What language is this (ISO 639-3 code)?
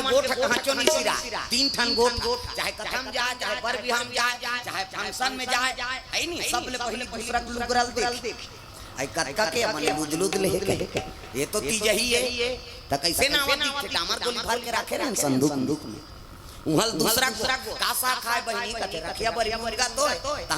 hne